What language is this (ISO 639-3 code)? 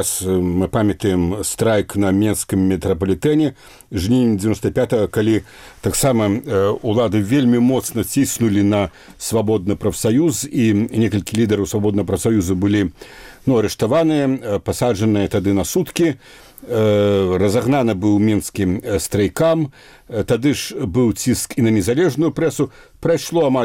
bel